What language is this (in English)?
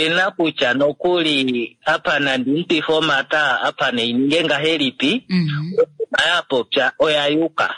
Kuanyama